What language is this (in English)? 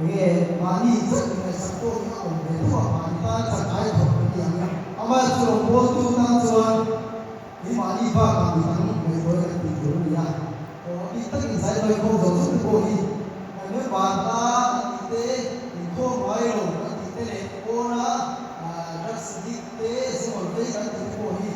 Mizo